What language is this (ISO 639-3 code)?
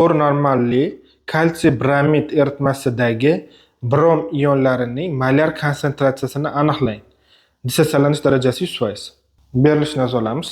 uzb